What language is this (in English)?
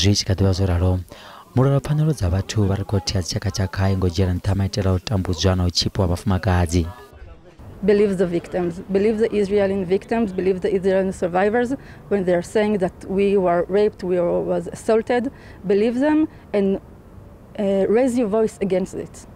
Venda